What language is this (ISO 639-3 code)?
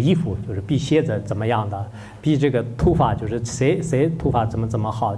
zho